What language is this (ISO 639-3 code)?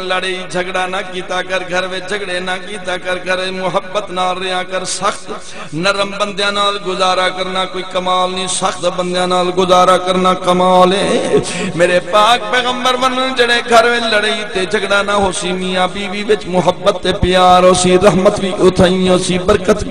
skr